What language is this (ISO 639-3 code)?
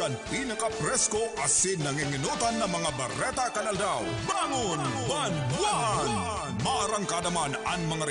bik